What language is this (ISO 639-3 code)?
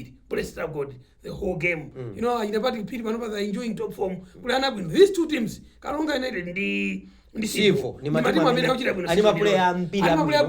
nya